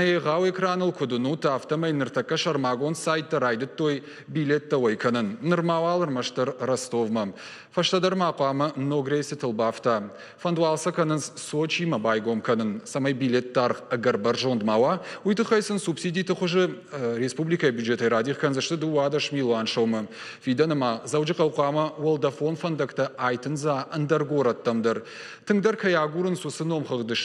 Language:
Ossetic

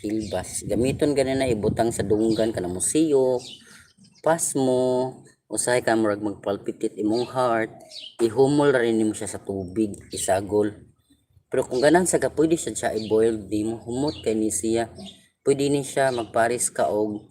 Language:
Cebuano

